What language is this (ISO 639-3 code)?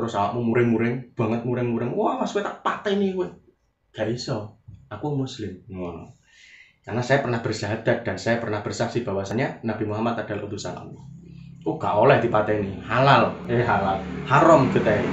jav